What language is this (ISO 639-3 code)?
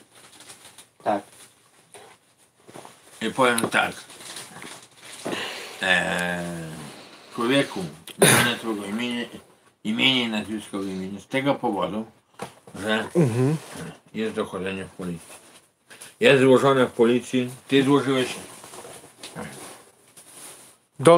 pol